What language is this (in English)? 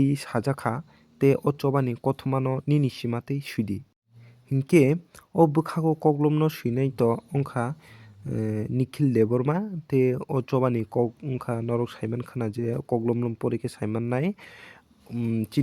Kok Borok